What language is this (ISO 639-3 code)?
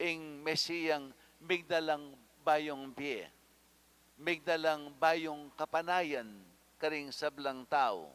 pam